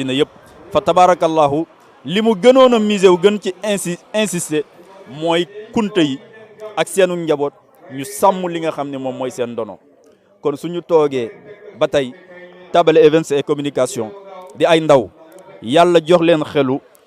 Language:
Wolof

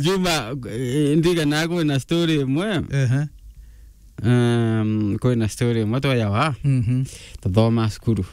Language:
Meru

